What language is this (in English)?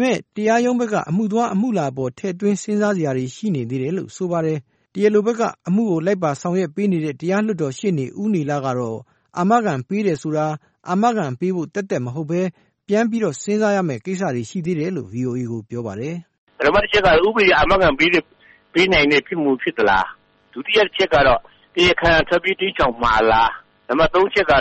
Burmese